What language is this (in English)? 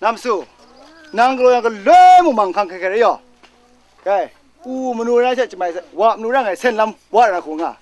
Kachin